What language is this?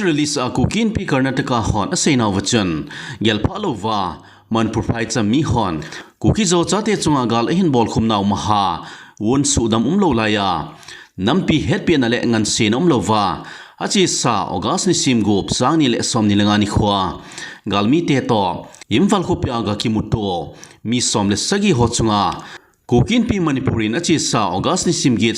Thado Chin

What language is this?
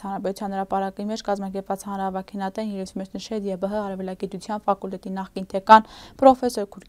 Western Armenian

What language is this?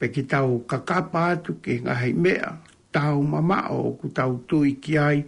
Tongan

